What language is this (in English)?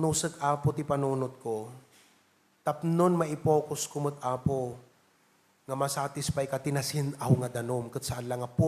Iloko